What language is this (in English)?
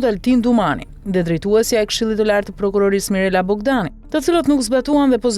Albanian